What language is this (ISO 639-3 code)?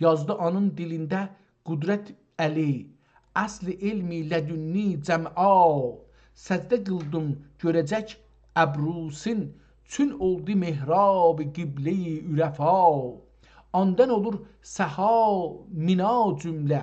azb